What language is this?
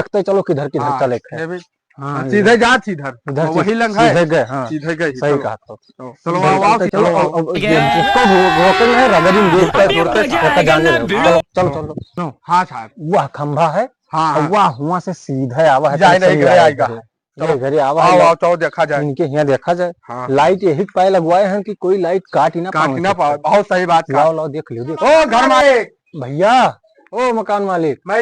Awadhi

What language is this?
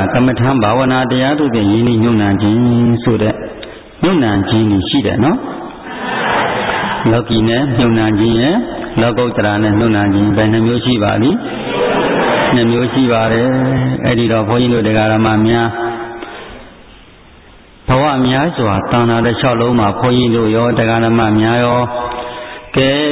Burmese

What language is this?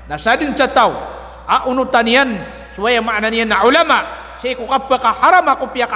Maranao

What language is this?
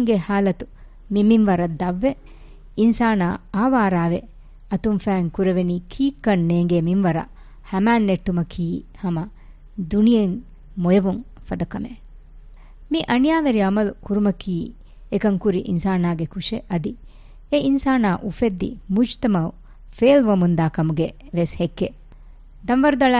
Divehi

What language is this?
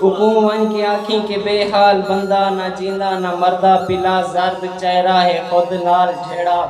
Saraiki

